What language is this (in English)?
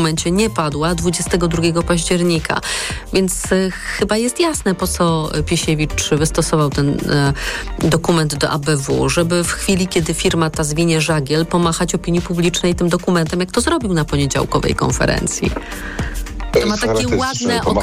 Polish